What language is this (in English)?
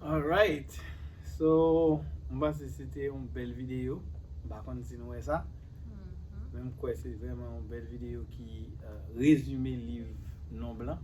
Haitian Creole